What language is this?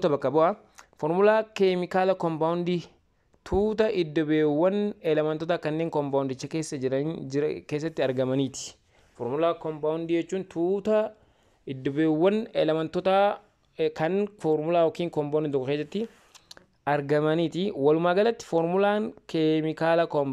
Oromo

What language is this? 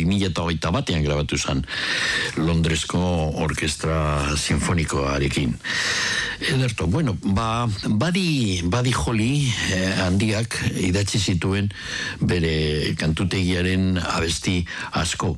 Basque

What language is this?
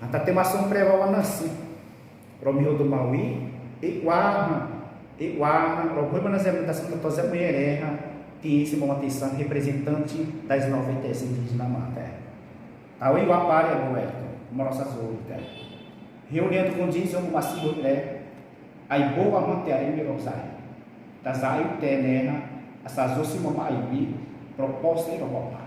Xavánte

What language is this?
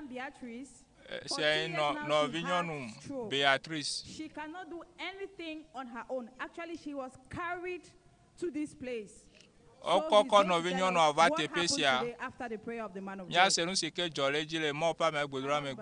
Ewe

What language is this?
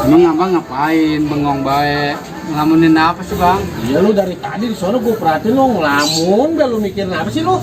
Betawi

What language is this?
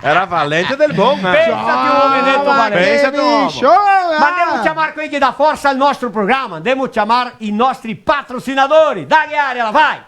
Venetian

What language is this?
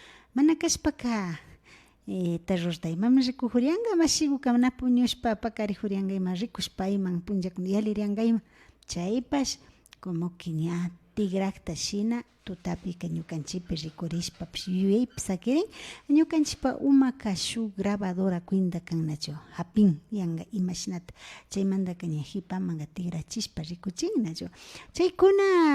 Imbabura Highland Quichua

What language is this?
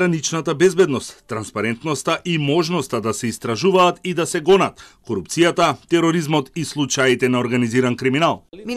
Macedonian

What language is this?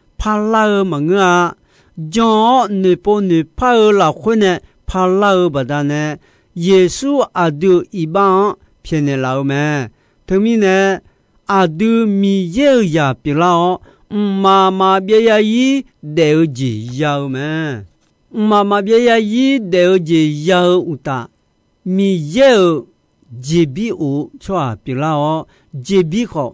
Akha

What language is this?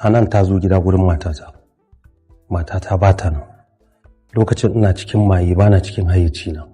Hausa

